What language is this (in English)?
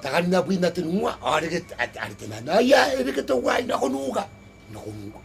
Gilbertese